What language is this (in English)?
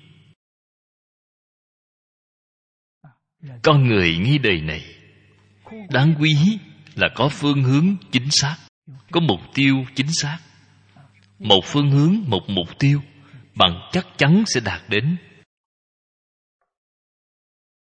Vietnamese